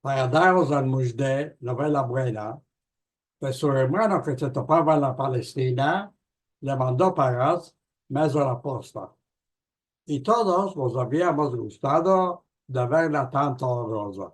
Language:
Ladino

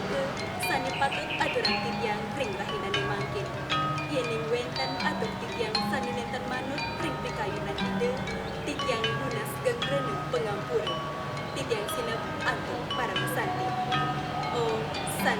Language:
Balinese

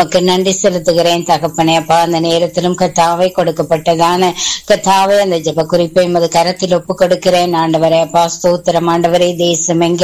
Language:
Tamil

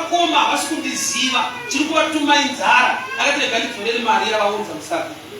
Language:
Shona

